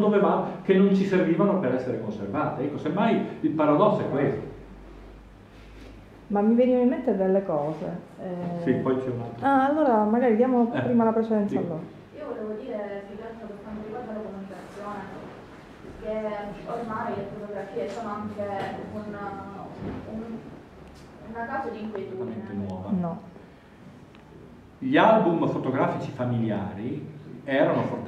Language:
Italian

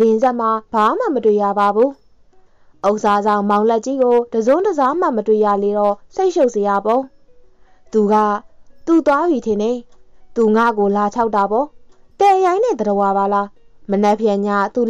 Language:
Burmese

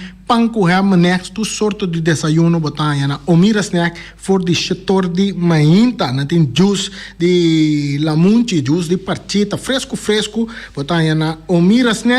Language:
Papiamento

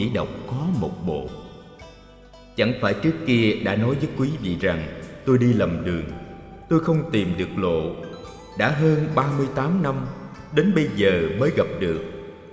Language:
Vietnamese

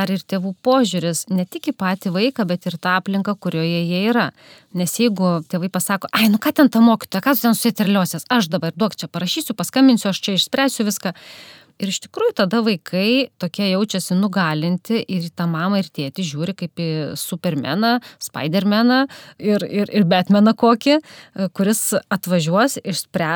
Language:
Lithuanian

